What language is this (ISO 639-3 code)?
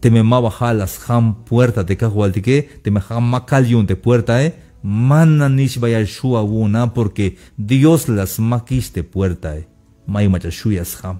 tzh